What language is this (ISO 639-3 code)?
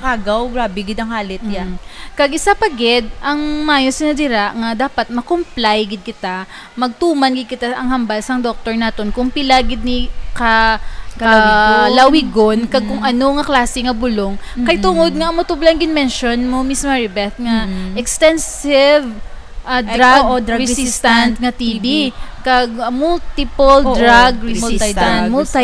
hil